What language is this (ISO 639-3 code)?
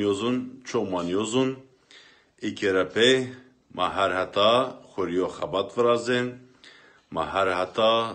zza